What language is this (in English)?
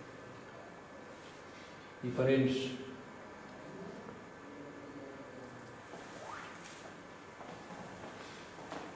Catalan